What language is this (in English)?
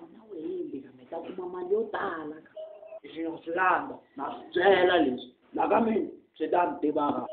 Taroko